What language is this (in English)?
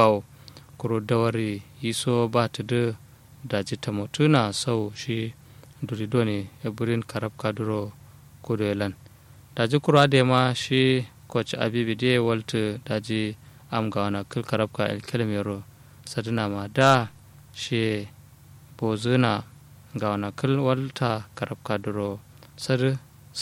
Kanuri